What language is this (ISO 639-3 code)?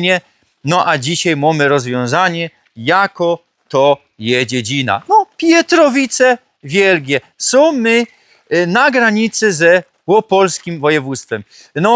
szl